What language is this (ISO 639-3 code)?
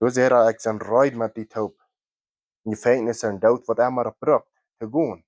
pdt